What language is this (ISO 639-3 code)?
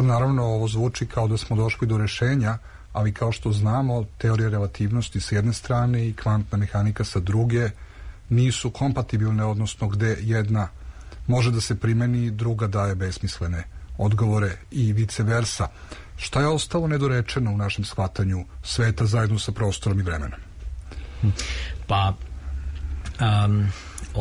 srp